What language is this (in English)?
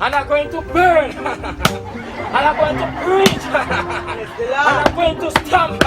Jamaican Creole English